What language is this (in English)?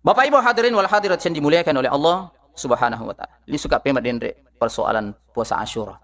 Buginese